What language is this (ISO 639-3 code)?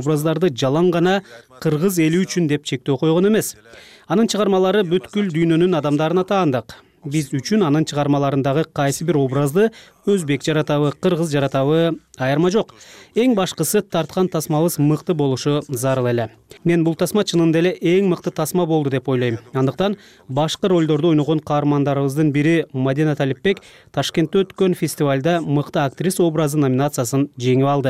kir